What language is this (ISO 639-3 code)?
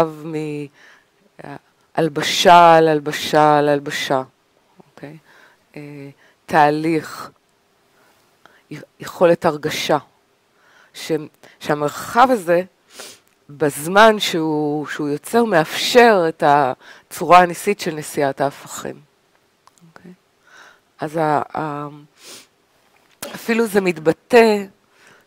heb